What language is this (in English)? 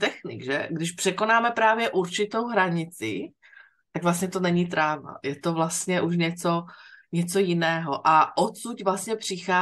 Czech